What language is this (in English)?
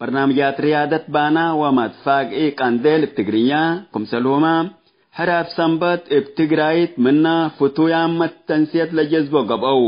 Tigre